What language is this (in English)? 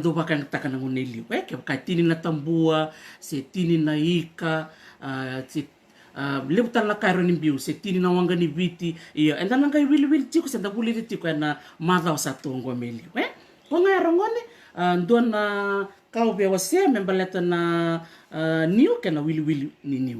Fijian